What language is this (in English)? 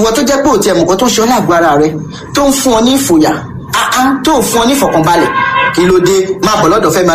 Yoruba